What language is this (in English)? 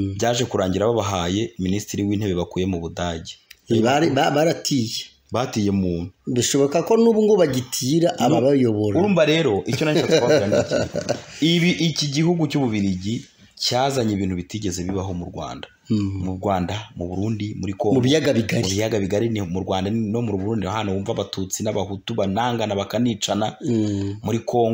Kinyarwanda